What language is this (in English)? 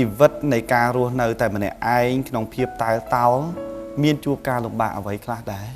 Khmer